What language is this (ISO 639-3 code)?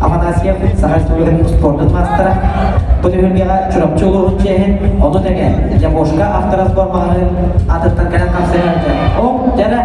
sah